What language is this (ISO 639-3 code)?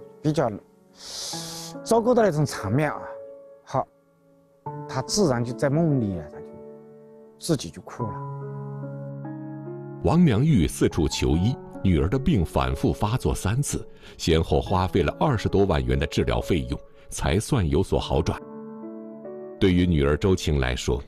zho